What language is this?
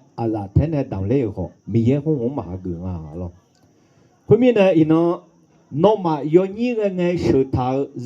Akha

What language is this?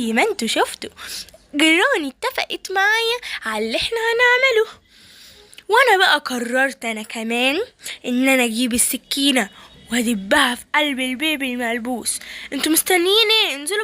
Egyptian Arabic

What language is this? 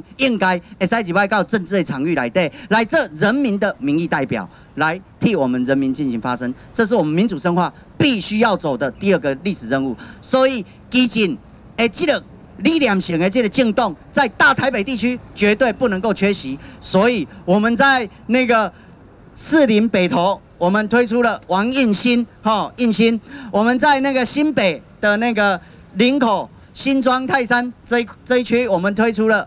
Chinese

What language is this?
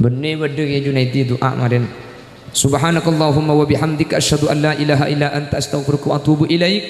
Madurese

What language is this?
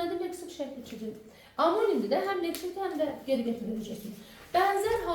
Azerbaijani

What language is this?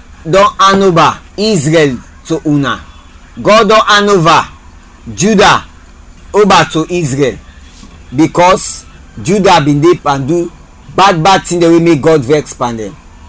Krio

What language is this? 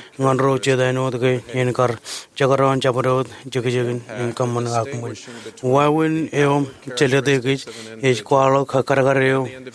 Marshallese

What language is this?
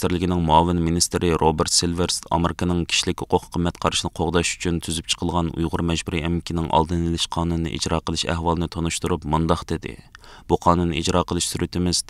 Uyghur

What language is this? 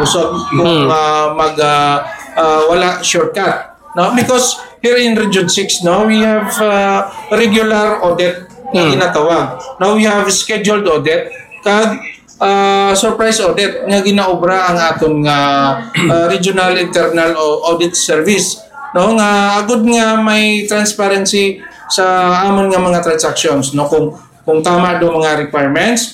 Hiligaynon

